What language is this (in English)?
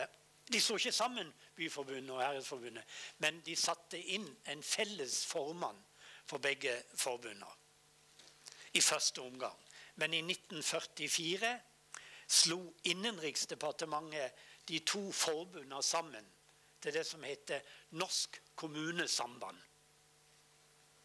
Norwegian